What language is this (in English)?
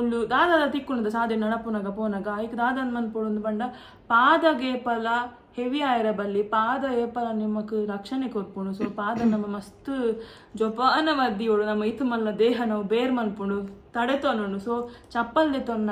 Tulu